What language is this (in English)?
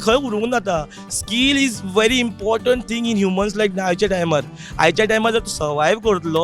Konkani